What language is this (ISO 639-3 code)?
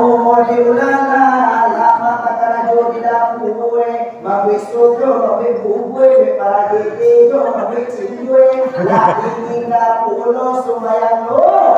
min